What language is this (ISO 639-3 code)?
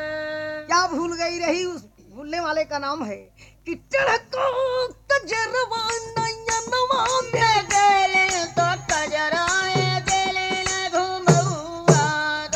bho